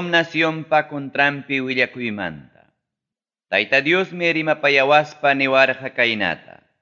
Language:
Ayacucho Quechua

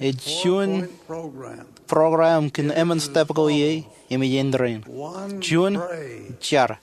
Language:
Marshallese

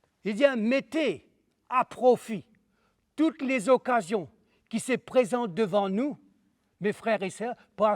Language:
Morisyen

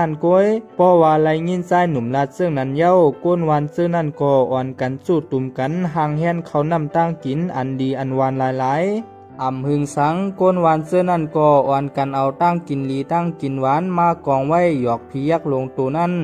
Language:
Shan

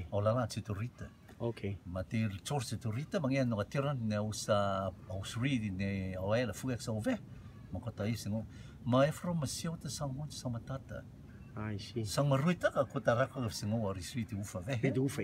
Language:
Rotuman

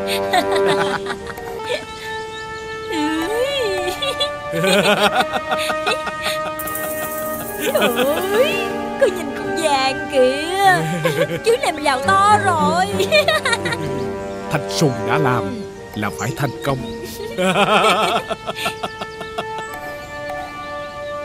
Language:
Vietnamese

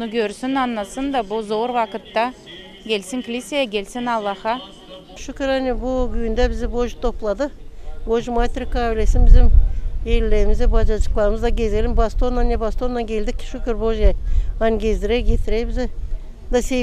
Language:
Gagauz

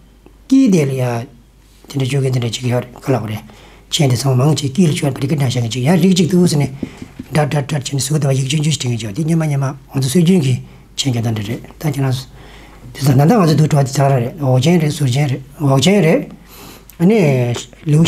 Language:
Tibetan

